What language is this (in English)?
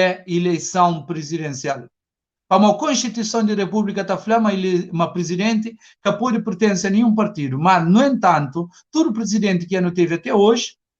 Kabuverdianu